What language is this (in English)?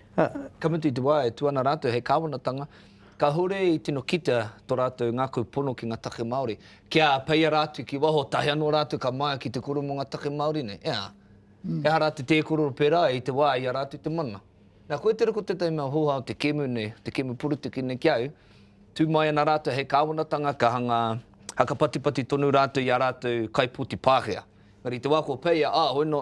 Māori